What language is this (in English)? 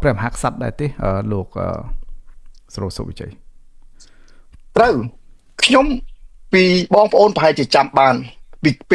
Khmer